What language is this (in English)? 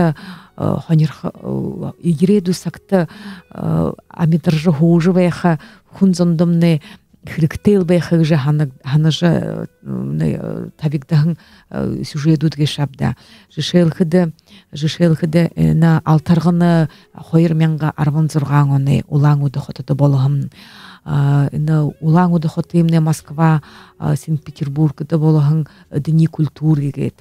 Buriat